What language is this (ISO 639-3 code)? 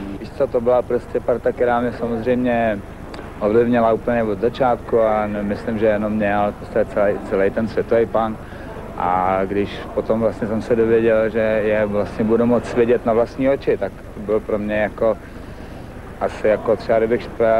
ces